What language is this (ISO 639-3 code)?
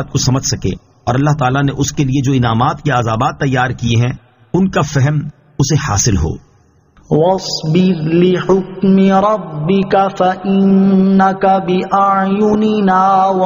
urd